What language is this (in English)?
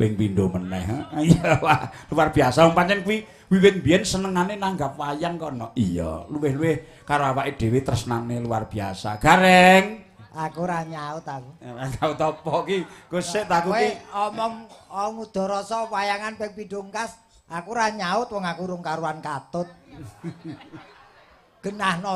Javanese